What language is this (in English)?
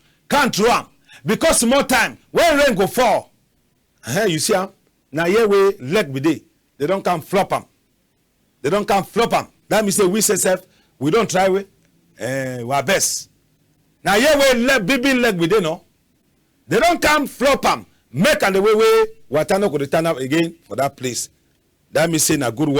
Cameroon Pidgin